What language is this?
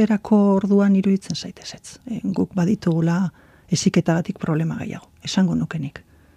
Basque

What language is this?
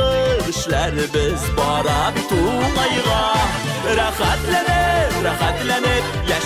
Tatar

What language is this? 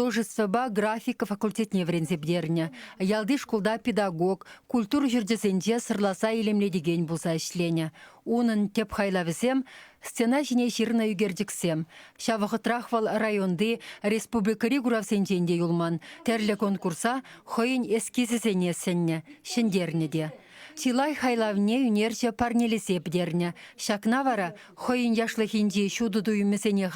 Chuvash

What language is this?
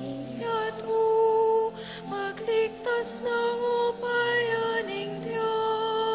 Pampanga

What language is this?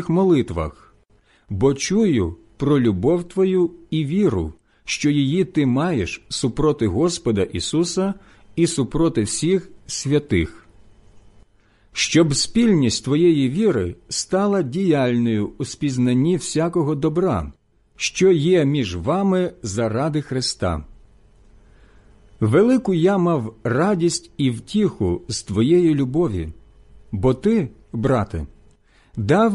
Ukrainian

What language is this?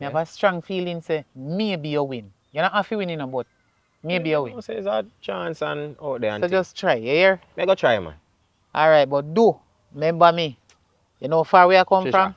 Jamaican Creole English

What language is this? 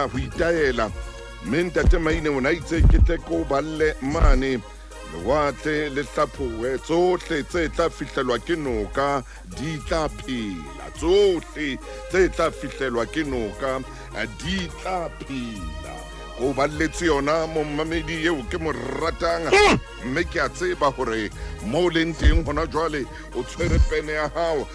Southern Sotho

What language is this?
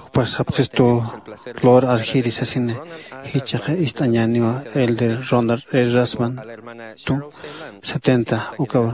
Aymara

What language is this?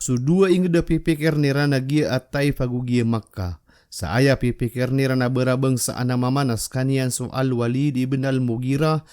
Maranao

